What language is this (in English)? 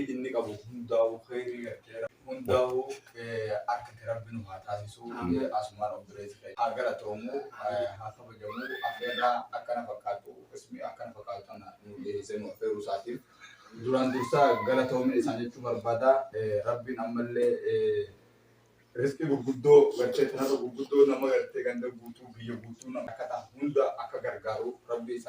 Oromo